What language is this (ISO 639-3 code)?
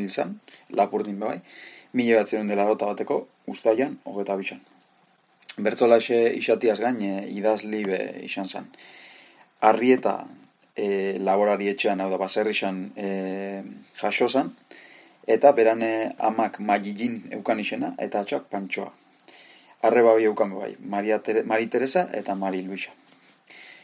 eus